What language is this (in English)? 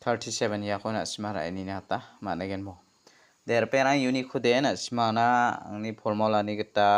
Garo